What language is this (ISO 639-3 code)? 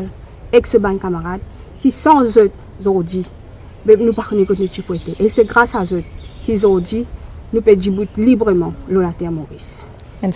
mfe